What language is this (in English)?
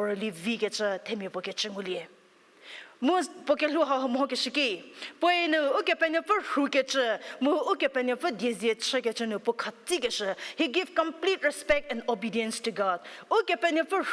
Angami Naga